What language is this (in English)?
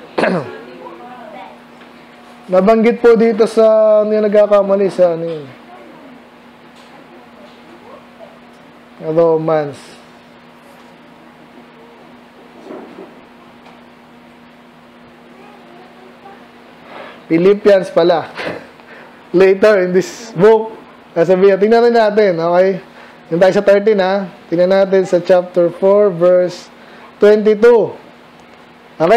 Filipino